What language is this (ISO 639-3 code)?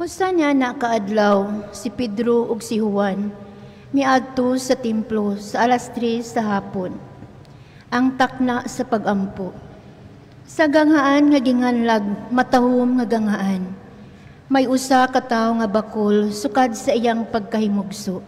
ceb